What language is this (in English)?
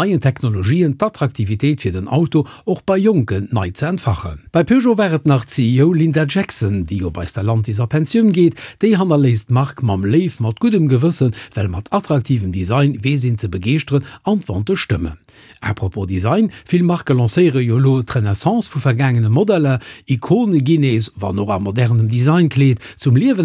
Luxembourgish